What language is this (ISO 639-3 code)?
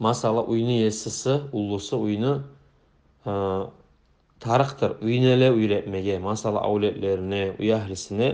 kum